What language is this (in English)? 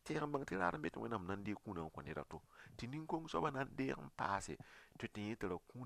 Mossi